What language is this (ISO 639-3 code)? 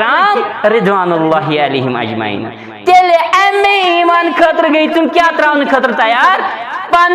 kas